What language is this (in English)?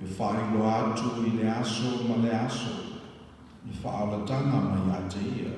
Samoan